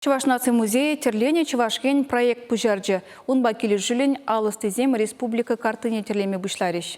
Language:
Chuvash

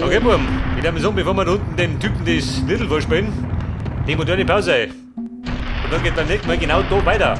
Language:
Bavarian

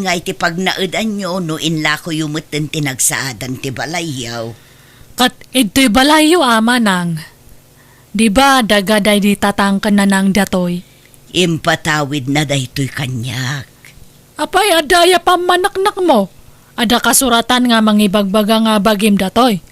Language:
Iloko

